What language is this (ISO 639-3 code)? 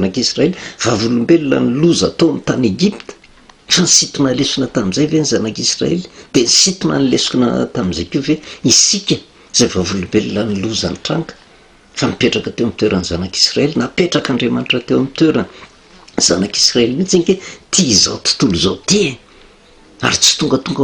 mlg